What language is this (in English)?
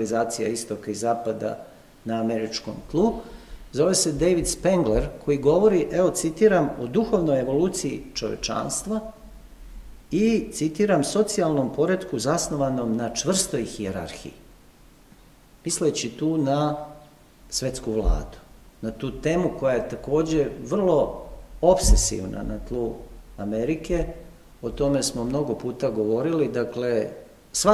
Serbian